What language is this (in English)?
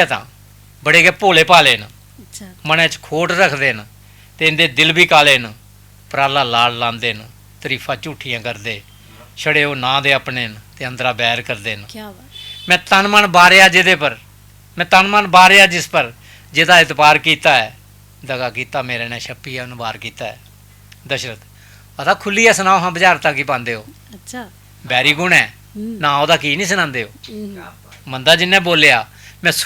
Dogri